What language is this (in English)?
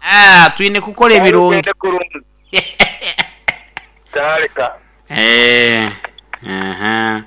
Nyoro